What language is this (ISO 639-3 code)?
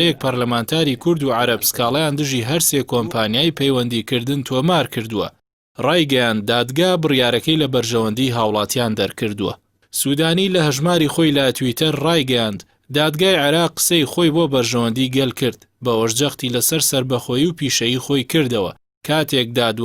ckb